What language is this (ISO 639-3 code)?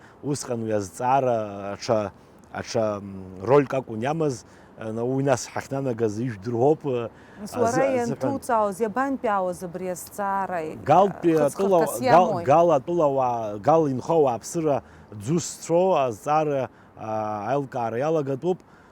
abk